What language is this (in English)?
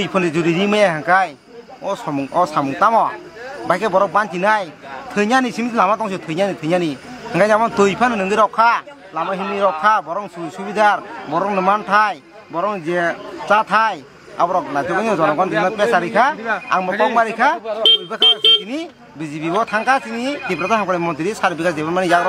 Kok Borok